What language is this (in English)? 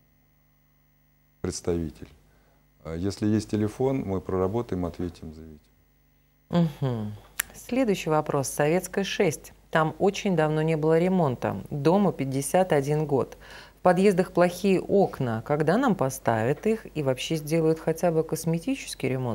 Russian